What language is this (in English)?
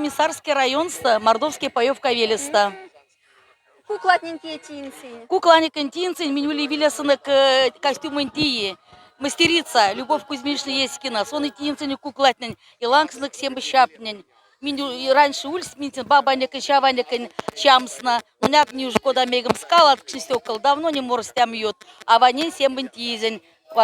Moksha